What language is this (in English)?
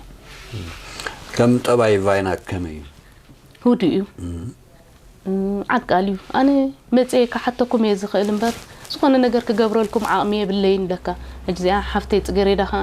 Tigrinya